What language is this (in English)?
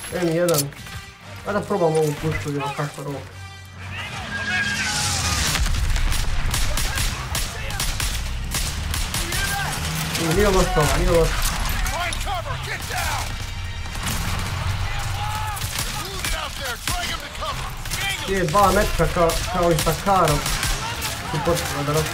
Croatian